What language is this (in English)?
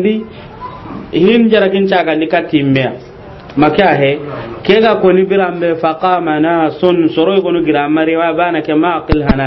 Soninke